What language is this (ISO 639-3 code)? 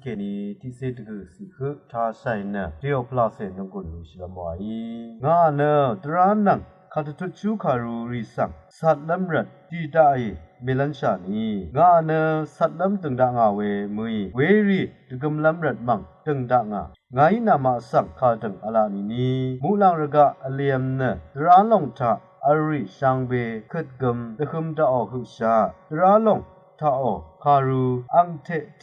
raw